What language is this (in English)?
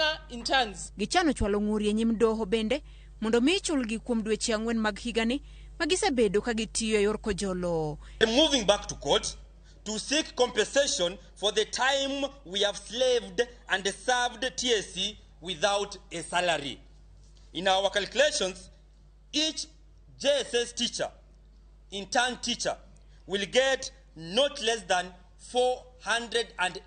Luo (Kenya and Tanzania)